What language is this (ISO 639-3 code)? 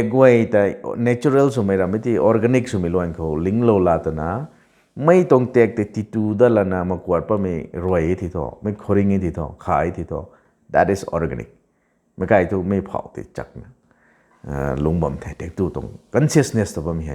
nbu